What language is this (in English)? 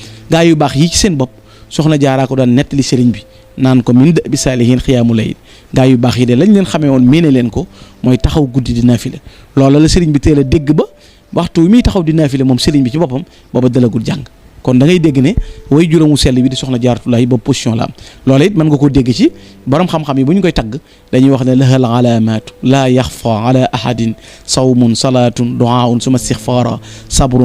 Wolof